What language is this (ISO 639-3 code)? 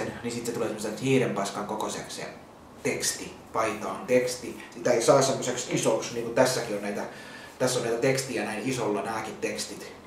fin